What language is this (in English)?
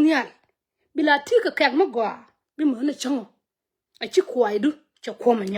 Nuer